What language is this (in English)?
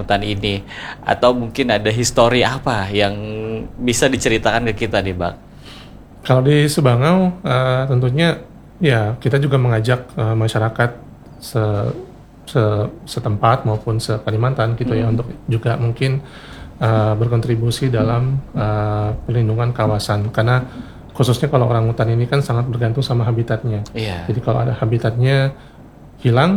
Indonesian